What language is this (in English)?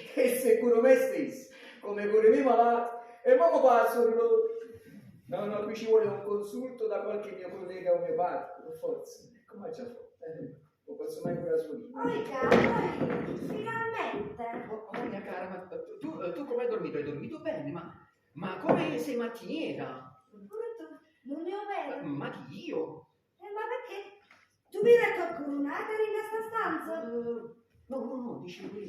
Neapolitan